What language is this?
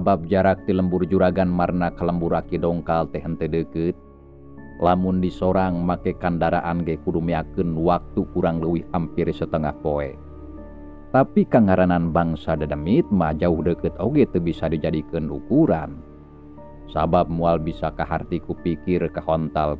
Sundanese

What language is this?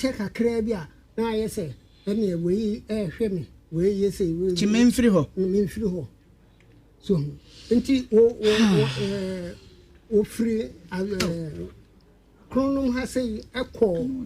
Akan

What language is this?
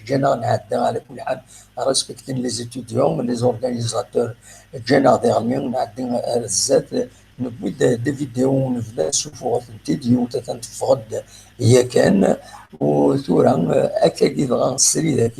Kabyle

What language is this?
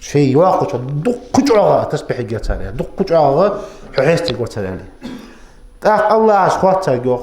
Ingush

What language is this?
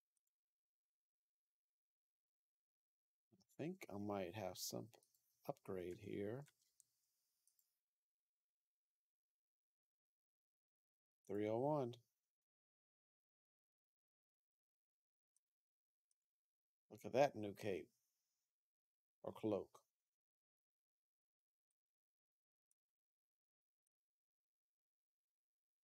English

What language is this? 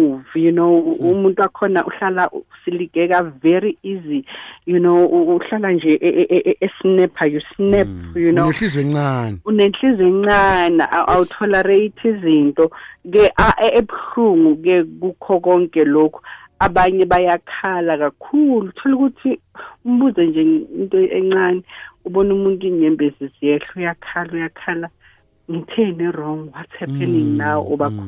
South Ndebele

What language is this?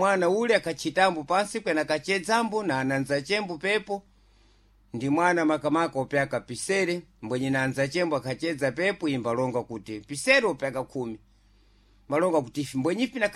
Sena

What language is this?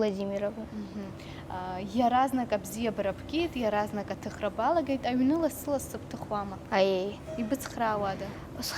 Abkhazian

